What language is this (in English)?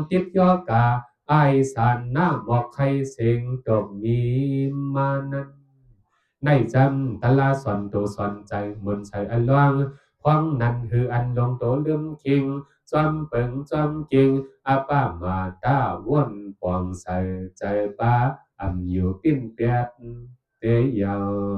Shan